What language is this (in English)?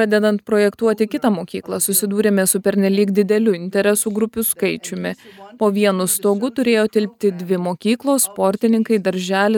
Lithuanian